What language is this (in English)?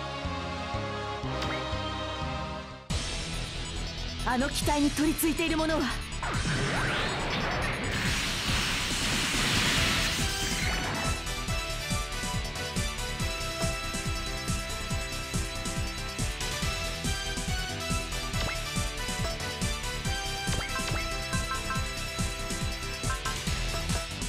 Japanese